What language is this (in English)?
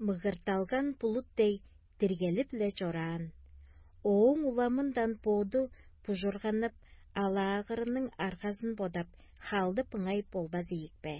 Tuvinian